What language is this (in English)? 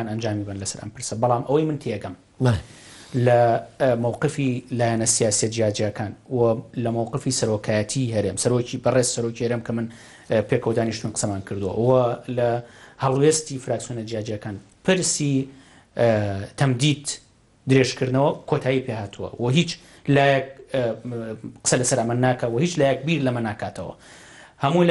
Central Kurdish